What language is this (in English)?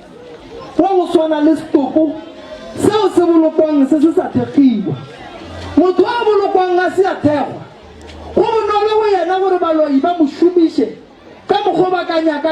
Northern Sotho